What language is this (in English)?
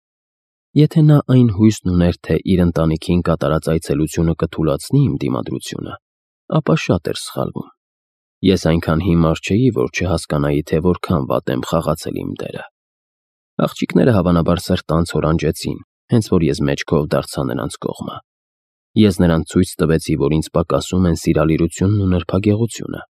Armenian